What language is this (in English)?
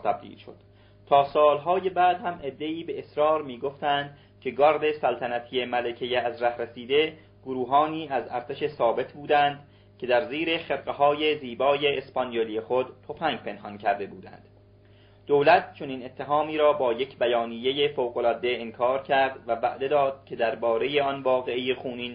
Persian